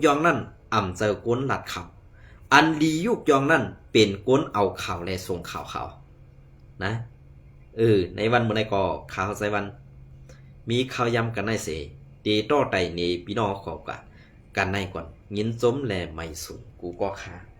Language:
Shan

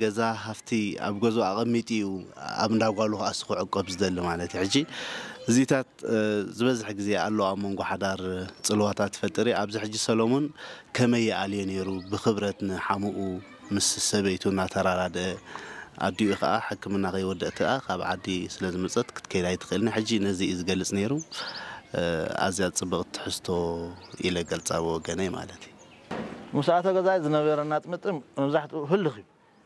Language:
Tigrinya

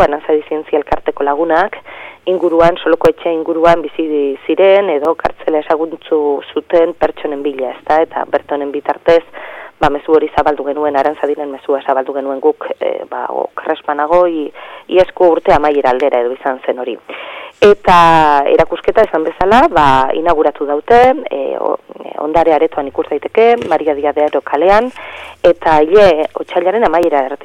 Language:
Basque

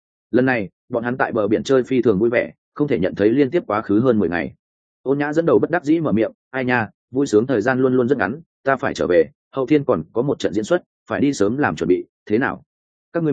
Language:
Vietnamese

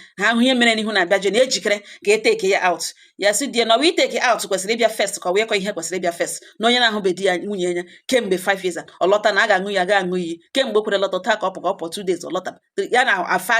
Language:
Igbo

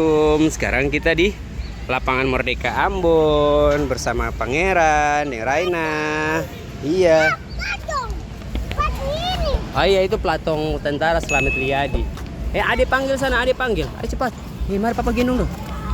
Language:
Ambonese Malay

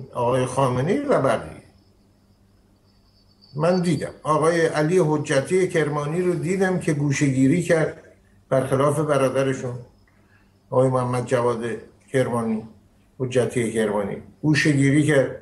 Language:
Persian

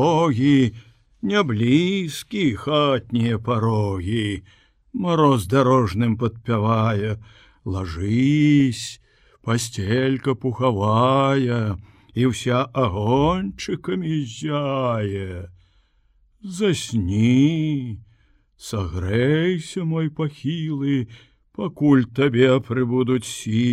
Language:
Belarusian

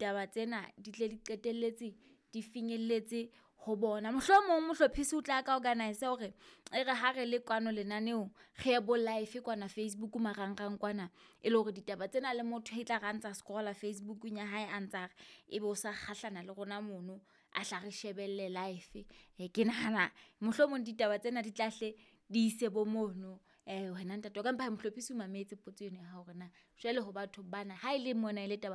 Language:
Southern Sotho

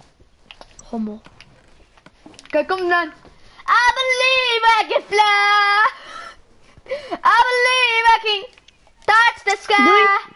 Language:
Dutch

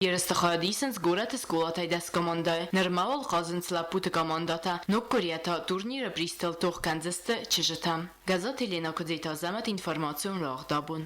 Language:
Ossetic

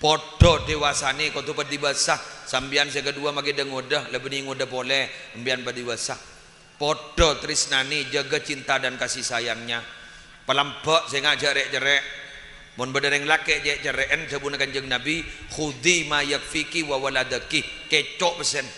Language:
Madurese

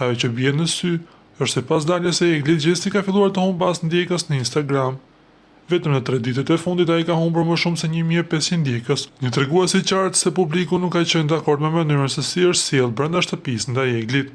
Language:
Albanian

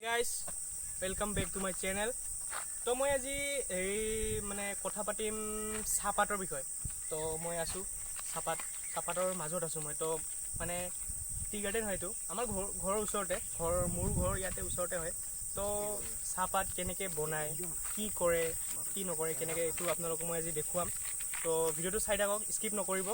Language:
Assamese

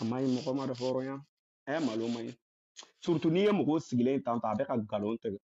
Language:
Bambara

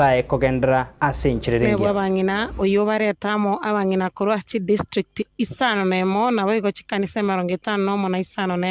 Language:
Gusii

